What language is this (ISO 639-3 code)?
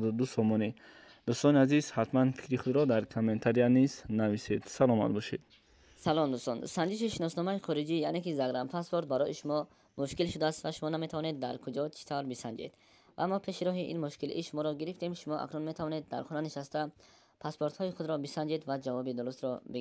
tgk